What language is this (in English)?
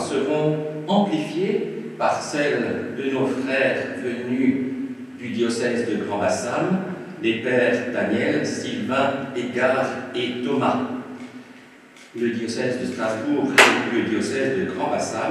French